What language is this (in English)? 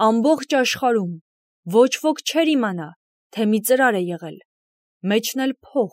Armenian